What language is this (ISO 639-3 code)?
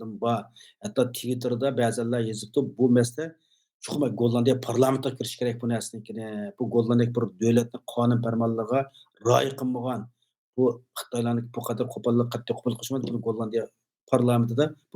uig